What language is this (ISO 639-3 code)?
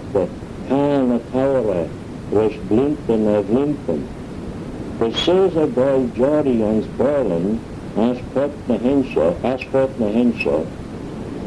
glv